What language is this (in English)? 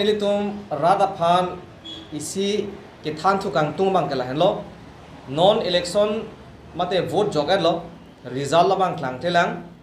Karbi